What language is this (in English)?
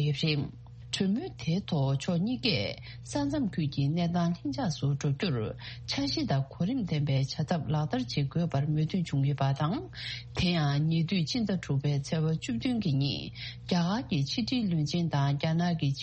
Tibetan